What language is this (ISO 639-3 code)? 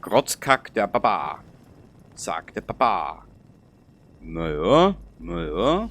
bar